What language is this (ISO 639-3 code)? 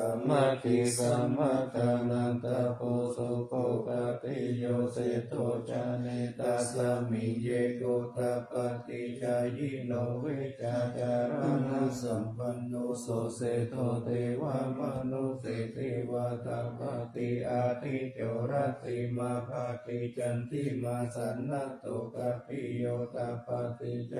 pli